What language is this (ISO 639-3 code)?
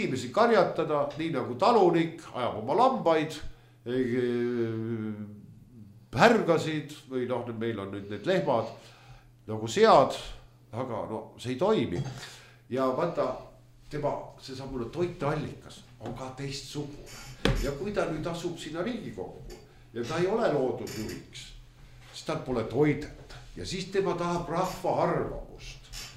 est